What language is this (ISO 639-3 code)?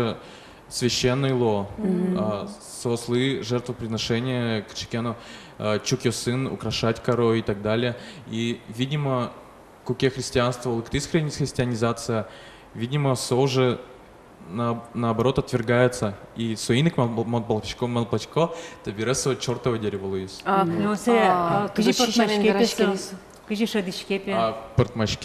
udm